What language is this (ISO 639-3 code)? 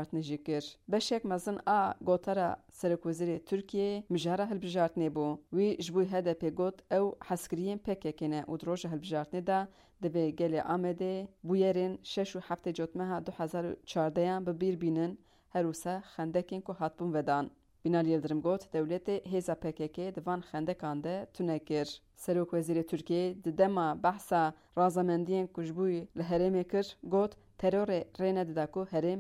kur